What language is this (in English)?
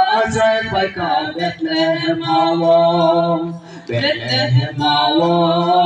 Riang (India)